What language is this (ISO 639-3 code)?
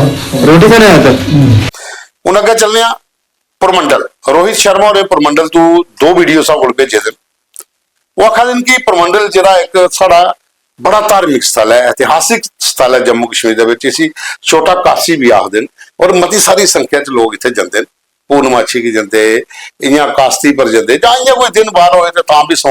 doi